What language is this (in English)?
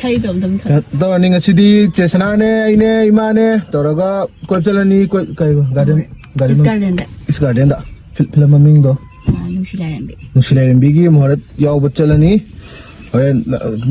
Manipuri